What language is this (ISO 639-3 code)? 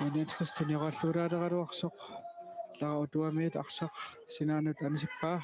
kal